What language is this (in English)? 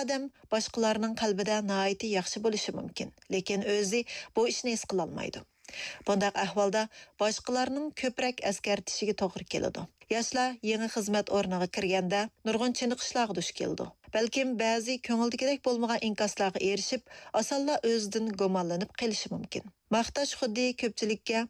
Uyghur